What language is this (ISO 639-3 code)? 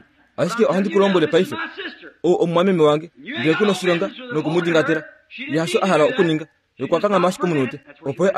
kua